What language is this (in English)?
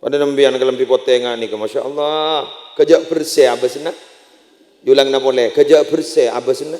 Madurese